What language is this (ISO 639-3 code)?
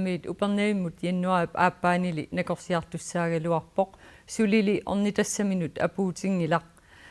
kal